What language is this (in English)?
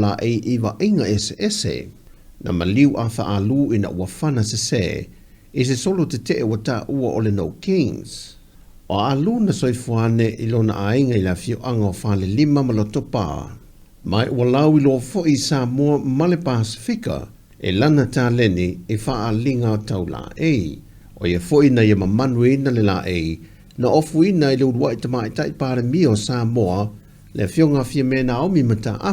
Samoan